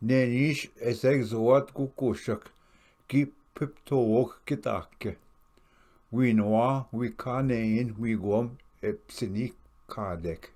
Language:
Ojibwa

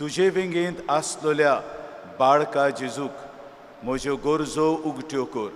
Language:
Konkani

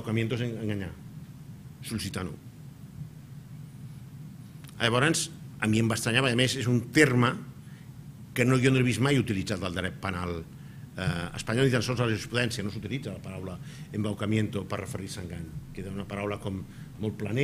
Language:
Catalan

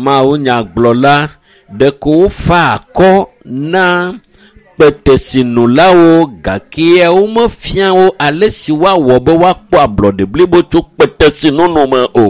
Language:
Ewe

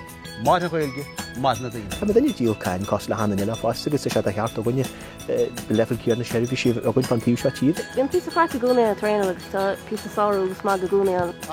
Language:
Irish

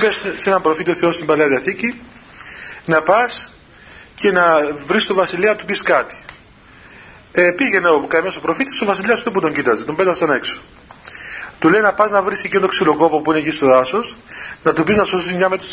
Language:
Greek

